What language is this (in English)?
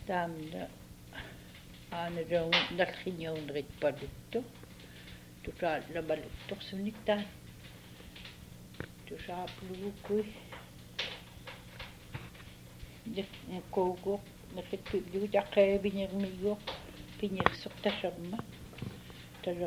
Inupiaq